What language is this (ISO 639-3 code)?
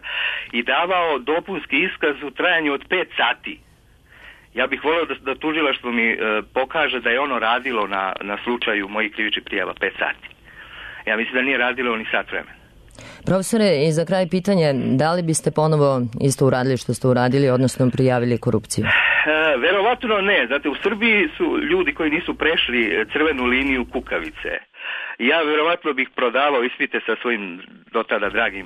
srp